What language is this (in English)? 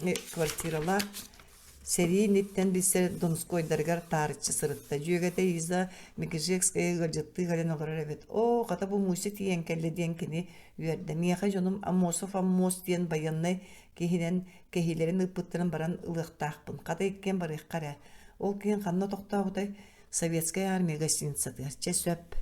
Yakut